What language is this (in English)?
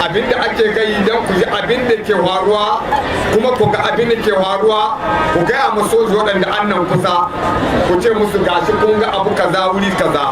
Hausa